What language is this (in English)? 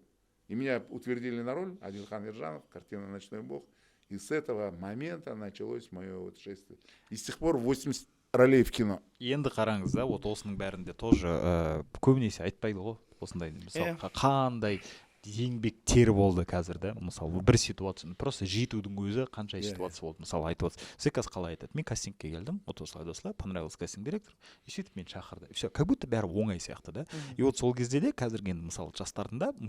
Kazakh